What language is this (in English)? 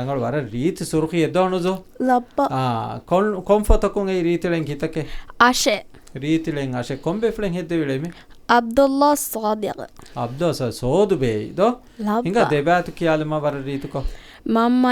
Divehi